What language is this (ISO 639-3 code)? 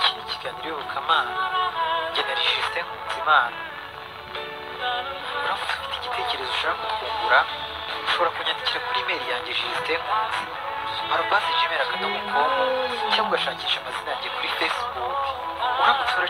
kin